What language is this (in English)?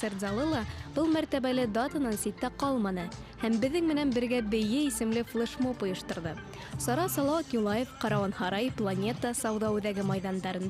Bashkir